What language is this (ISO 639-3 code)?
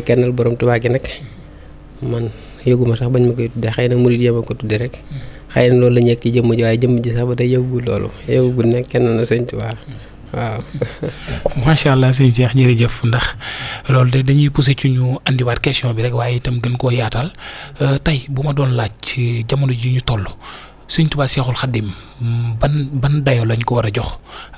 wol